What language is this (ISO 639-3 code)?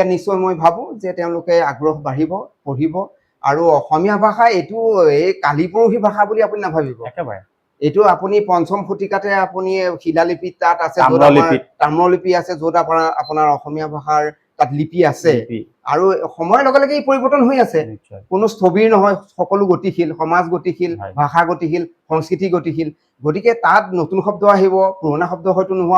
asm